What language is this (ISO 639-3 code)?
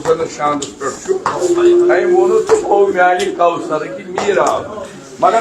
kas